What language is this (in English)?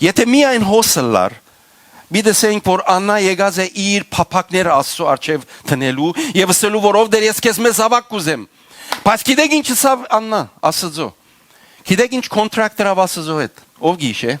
Western Armenian